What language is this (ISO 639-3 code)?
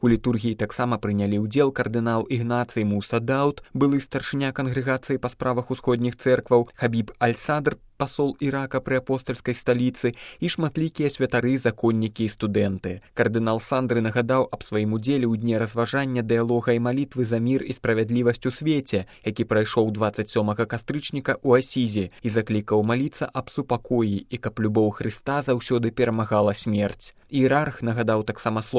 bel